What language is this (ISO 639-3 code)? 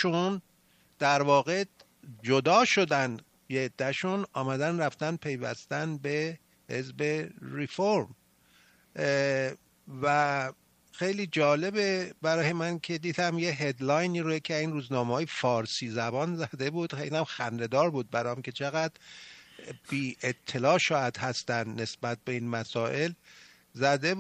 fas